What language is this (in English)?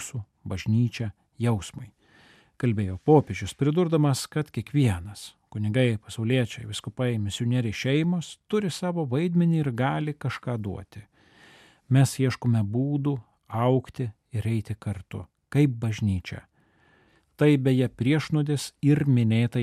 Lithuanian